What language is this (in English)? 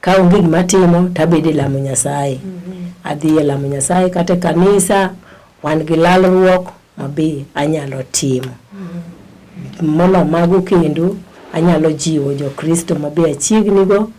Luo (Kenya and Tanzania)